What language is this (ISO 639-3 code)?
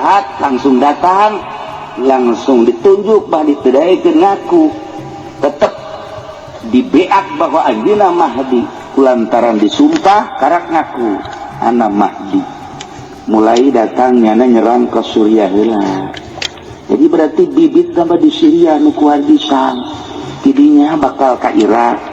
sun